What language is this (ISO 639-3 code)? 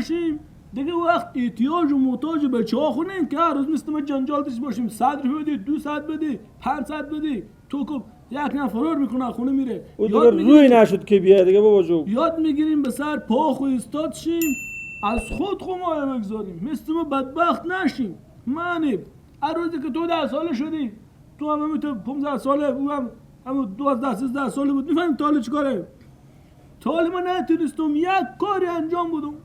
fas